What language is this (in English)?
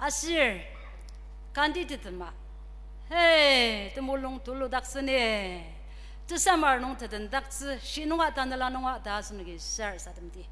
Ao Naga